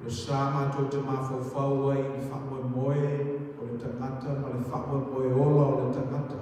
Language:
Samoan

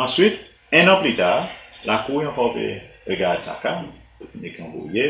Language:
Seselwa Creole French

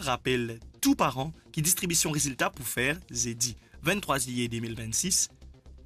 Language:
Morisyen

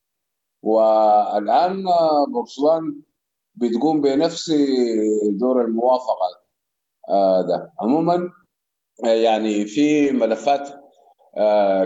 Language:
Sudanese Arabic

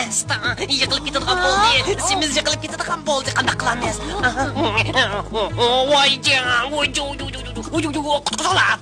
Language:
Uyghur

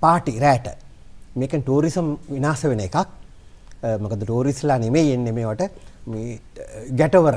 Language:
Sinhala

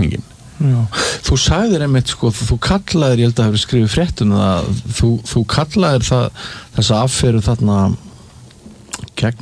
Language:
Icelandic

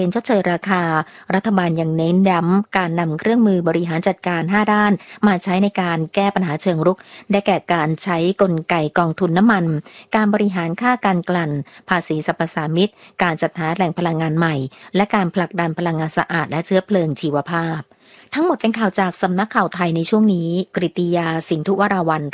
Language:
Thai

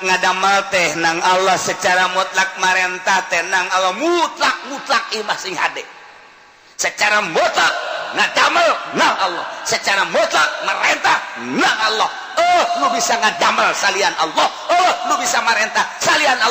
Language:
Sundanese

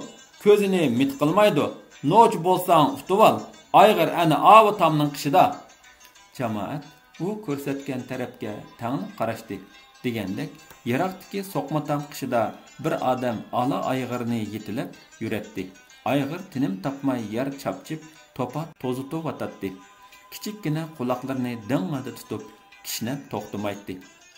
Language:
Uyghur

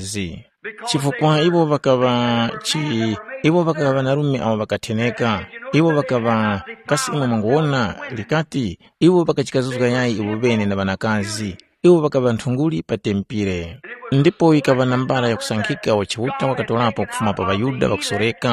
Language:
Tumbuka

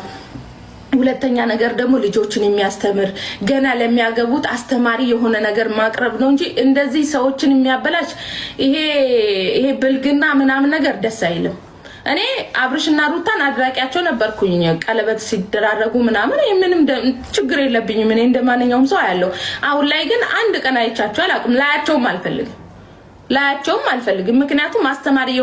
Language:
Amharic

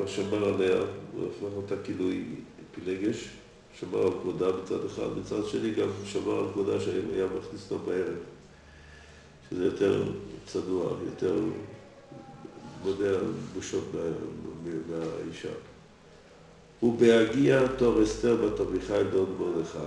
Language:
Hebrew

